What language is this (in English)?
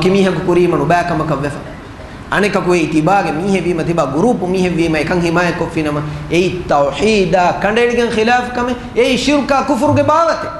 Divehi